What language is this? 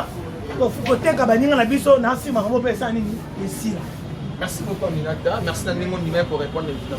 Lingala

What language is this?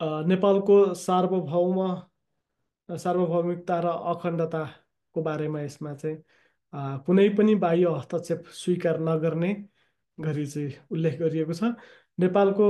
Nepali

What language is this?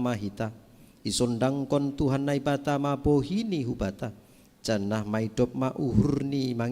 Batak Simalungun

